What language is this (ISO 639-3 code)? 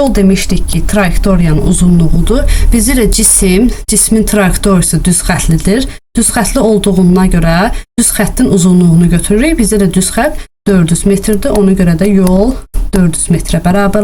aze